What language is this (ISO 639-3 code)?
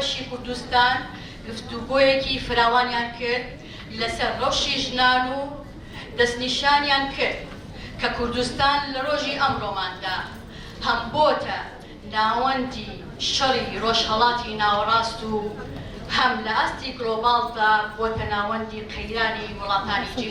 ckb